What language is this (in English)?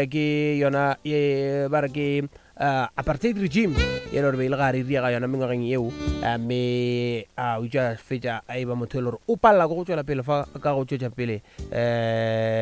Northern Sotho